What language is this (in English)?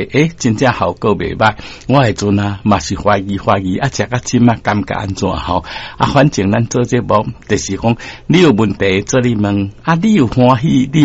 Min Nan Chinese